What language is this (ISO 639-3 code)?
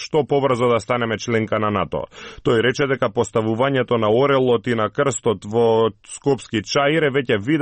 mkd